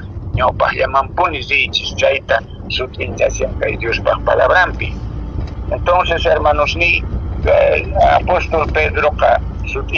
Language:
Quechua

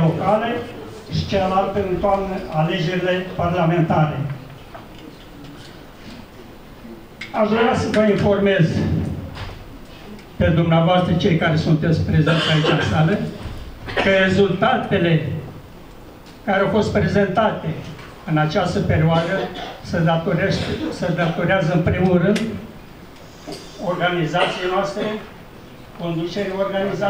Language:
Romanian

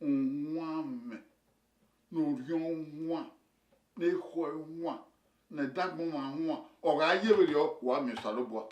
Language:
Bini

